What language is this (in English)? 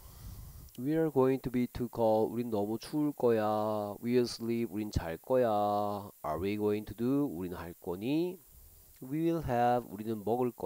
Korean